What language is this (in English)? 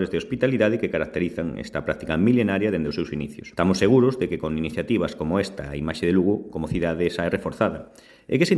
Galician